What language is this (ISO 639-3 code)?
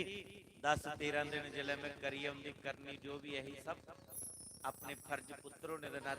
doi